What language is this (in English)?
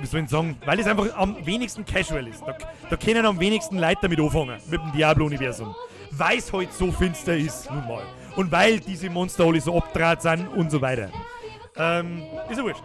Bavarian